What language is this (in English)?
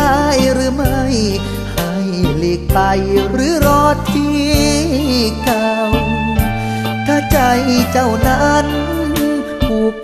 Thai